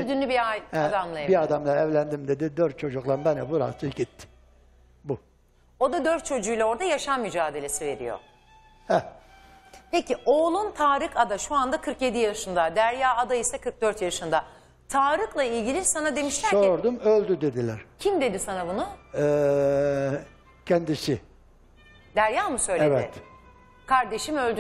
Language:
Turkish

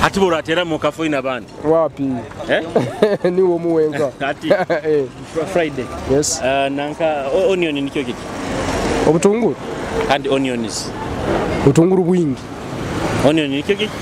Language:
Nyoro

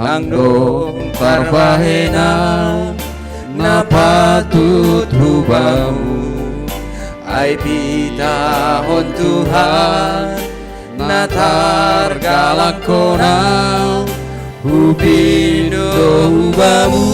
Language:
Batak Simalungun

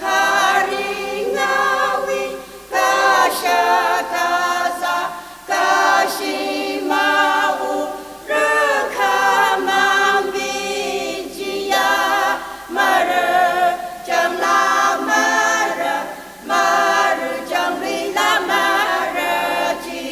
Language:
Tangkhul Naga (India)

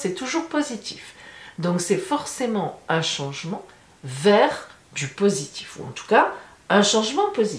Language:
French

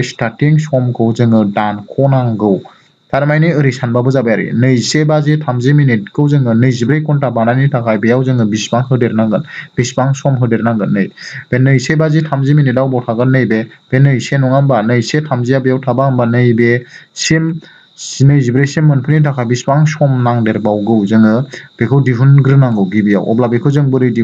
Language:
Bodo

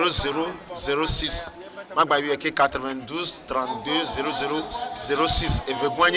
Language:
Ewe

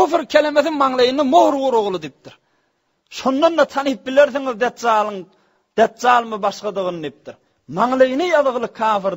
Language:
Turkmen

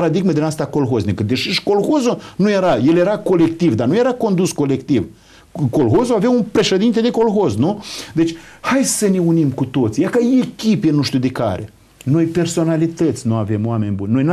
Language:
Romanian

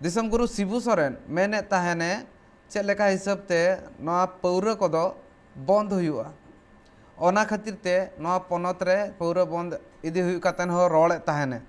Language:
Santali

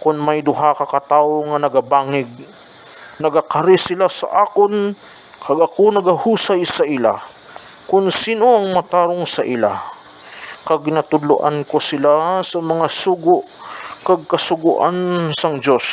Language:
Hiligaynon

